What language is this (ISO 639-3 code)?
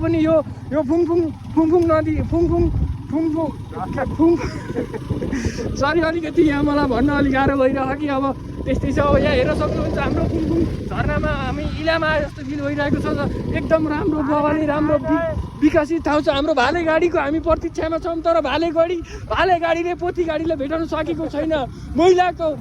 nep